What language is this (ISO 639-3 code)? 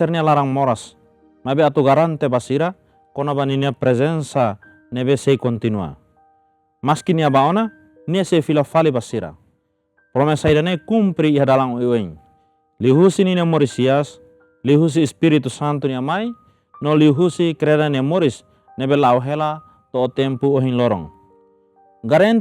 tet